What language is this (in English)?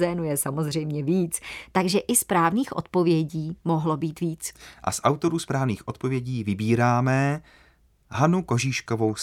Czech